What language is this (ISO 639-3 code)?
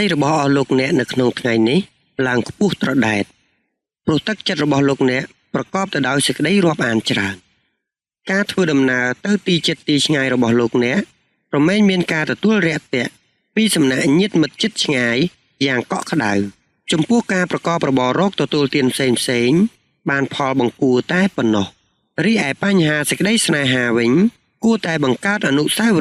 khm